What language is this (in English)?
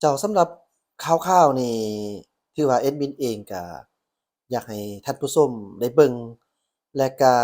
Lao